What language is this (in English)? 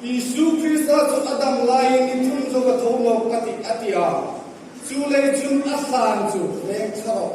Hmar